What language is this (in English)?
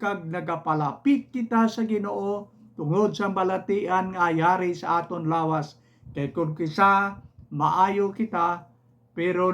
Hiligaynon